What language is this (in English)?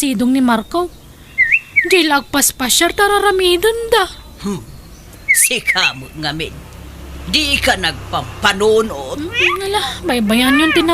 Iloko